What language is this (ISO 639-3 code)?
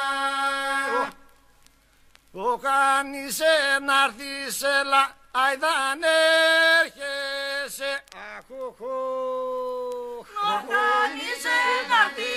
ell